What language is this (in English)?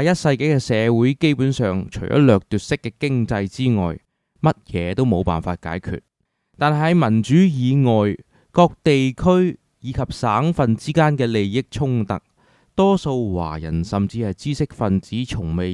Cantonese